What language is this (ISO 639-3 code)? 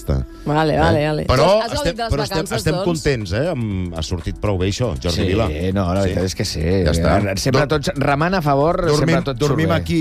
cat